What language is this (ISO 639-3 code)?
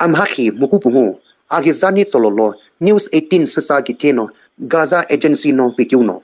nsm